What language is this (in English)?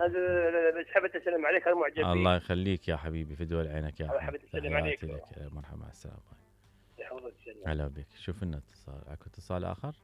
Mesopotamian Arabic